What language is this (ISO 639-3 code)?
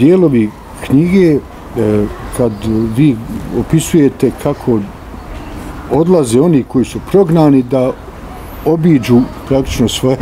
bos